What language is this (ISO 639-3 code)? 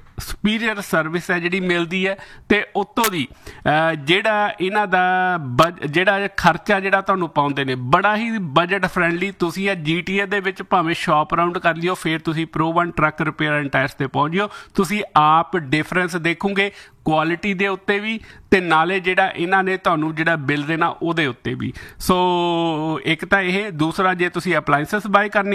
pan